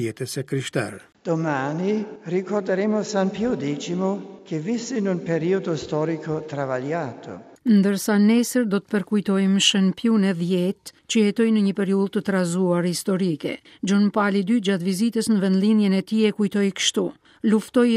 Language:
Albanian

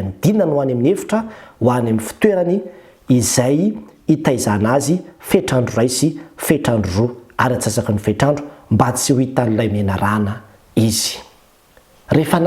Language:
Malagasy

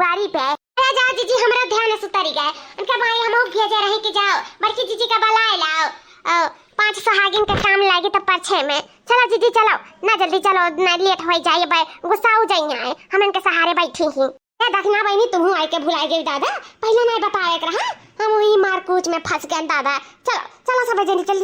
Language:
Awadhi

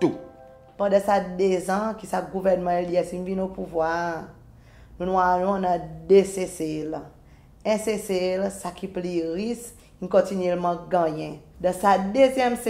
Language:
Seselwa Creole French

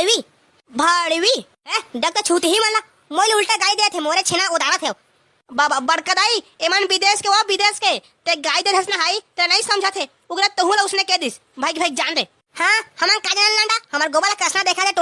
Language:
Chhattisgarhi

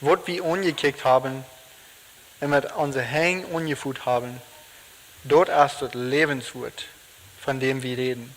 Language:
Plautdietsch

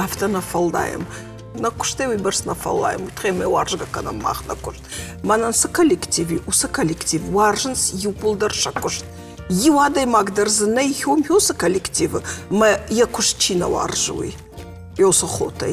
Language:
Ossetic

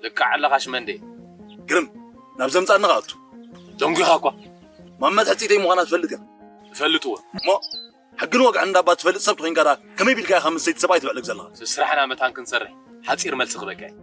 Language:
Tigrinya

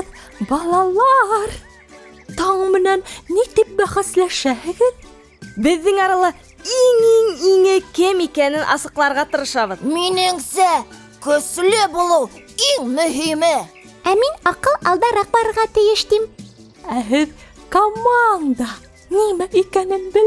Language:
Bashkir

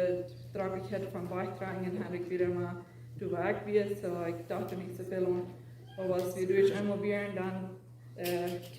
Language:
Plautdietsch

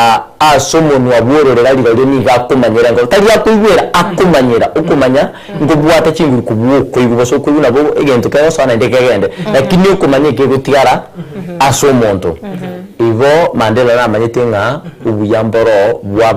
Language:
Gusii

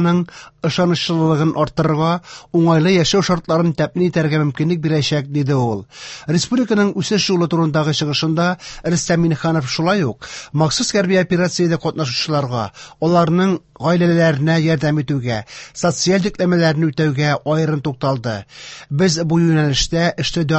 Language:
Tatar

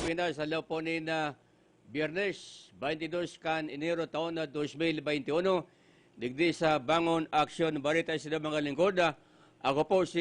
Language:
Bikol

